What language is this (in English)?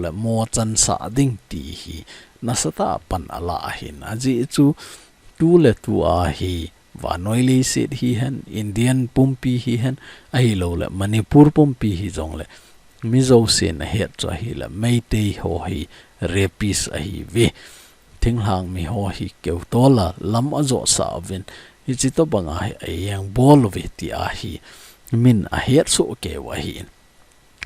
Thado Chin